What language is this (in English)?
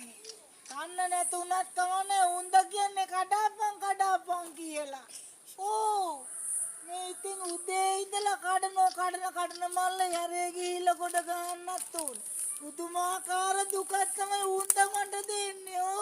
Sinhala